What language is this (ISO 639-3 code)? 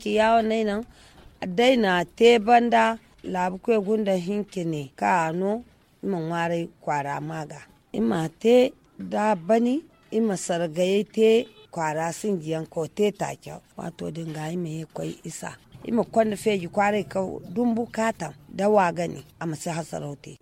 dje